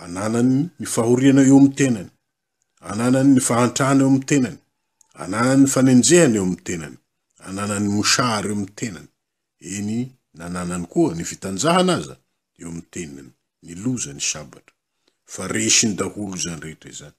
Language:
Malagasy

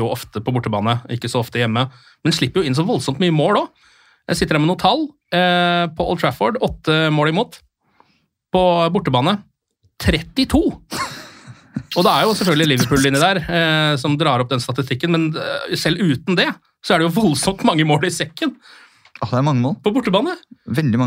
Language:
Norwegian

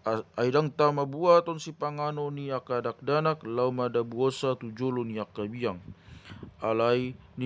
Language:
Batak Toba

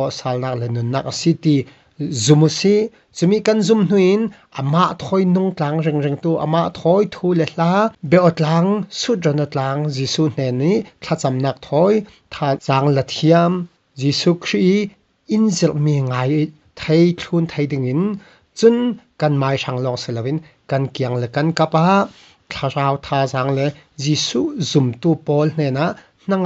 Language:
Falam Chin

